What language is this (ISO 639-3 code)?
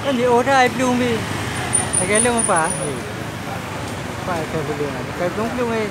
ace